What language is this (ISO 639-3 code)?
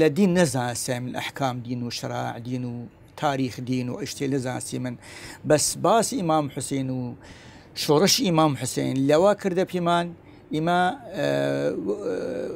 sdh